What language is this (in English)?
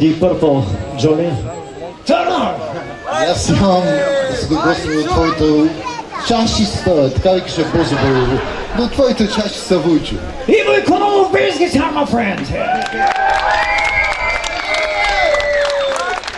Bulgarian